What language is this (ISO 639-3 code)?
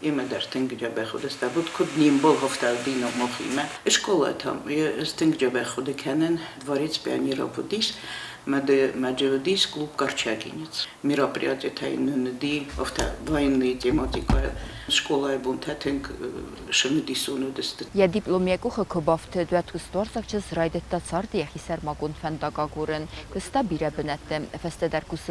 oss